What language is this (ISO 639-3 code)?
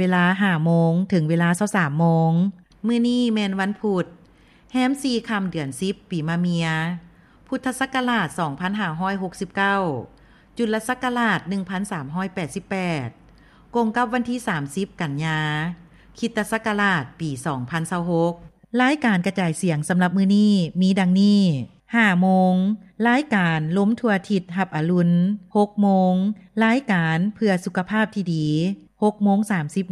lao